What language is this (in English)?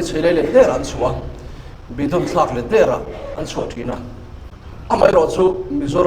Mizo